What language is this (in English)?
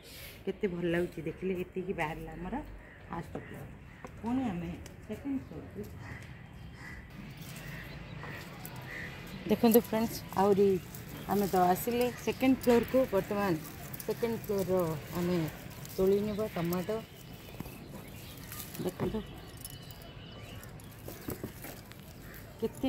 Odia